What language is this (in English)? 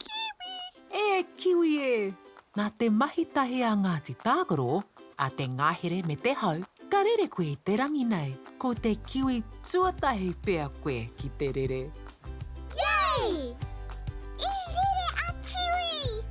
Māori